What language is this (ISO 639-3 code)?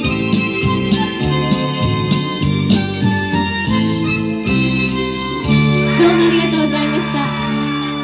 jpn